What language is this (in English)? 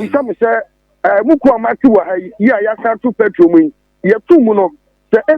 Akan